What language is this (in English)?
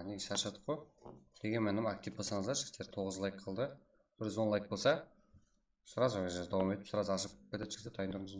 Kara-Kalpak